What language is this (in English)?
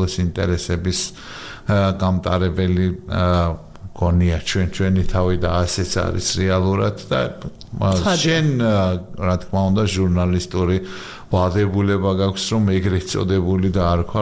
Georgian